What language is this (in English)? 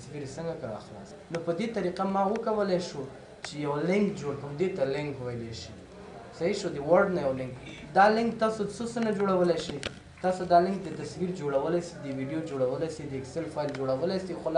Pashto